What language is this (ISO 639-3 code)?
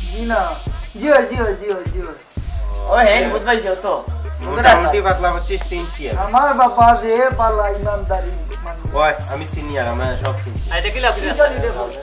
syl